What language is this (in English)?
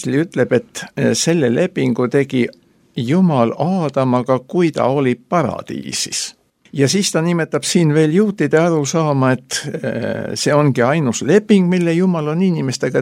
Estonian